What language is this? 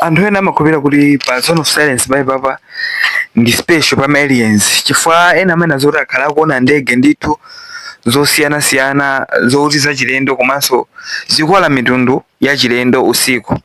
Nyanja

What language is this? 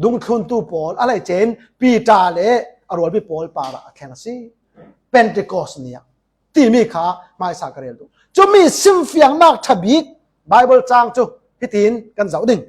Falam Chin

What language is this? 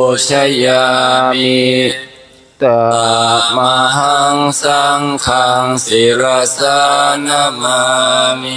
Pali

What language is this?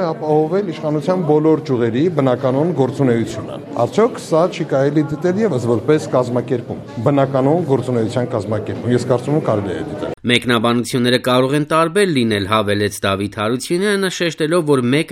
Armenian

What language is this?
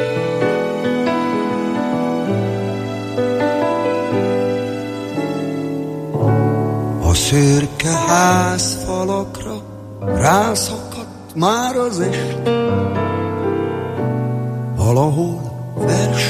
Hungarian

